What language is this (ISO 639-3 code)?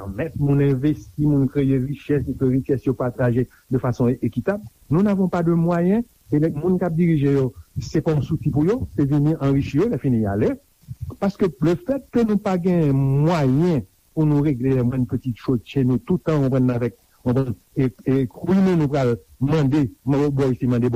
hat